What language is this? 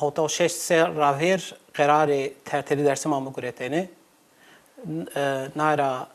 Zaza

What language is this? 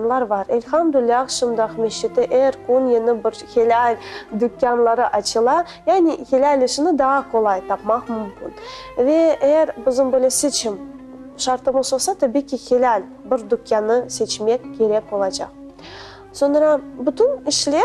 Crimean Tatar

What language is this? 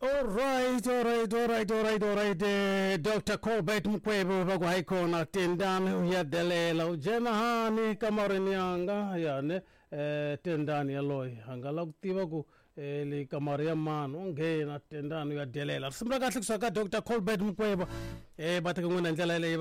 Tsonga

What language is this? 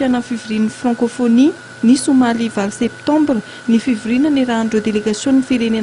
Malagasy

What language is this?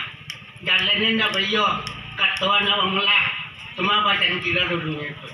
Minangkabau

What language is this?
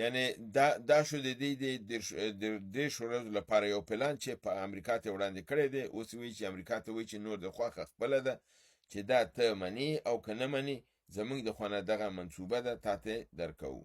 Pashto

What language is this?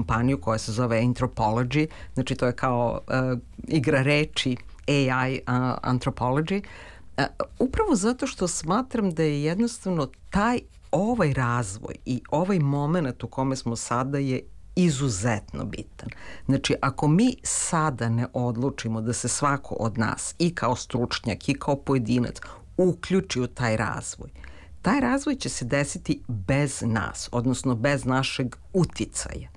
Serbian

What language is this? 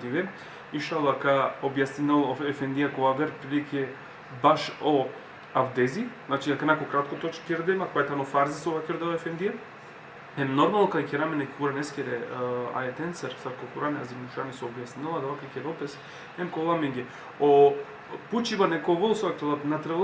Balkan Romani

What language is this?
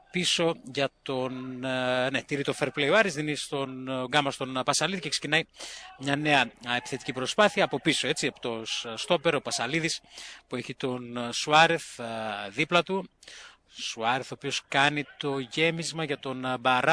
Greek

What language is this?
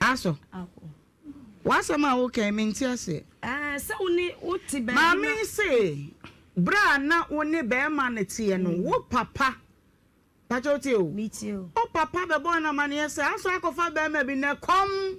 Akan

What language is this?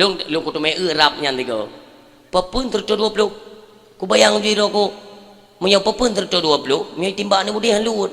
Achinese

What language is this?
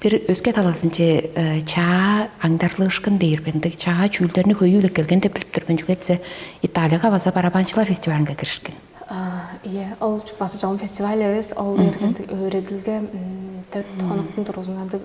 Tuvinian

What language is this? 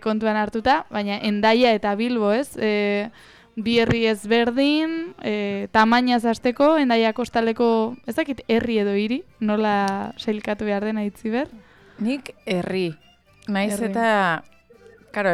Basque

